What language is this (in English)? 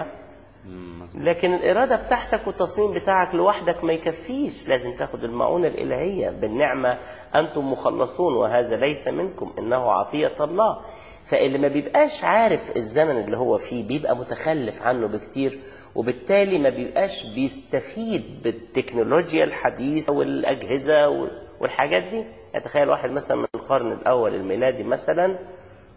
Egyptian Arabic